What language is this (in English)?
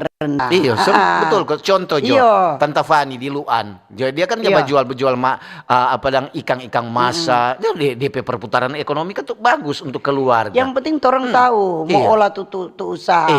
Manado Malay